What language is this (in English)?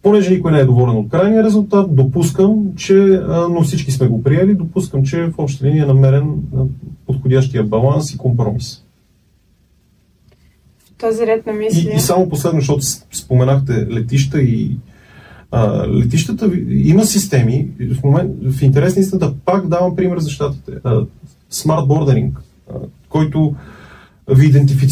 Bulgarian